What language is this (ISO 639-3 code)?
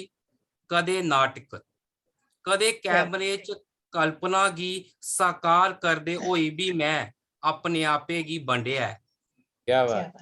doi